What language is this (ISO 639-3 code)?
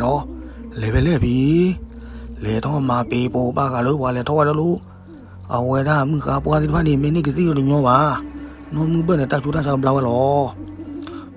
ksw